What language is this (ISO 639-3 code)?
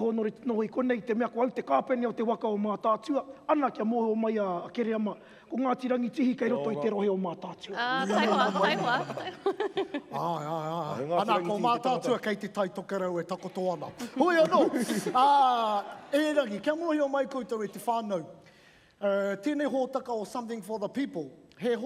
mri